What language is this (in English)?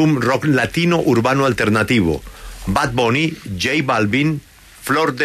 Spanish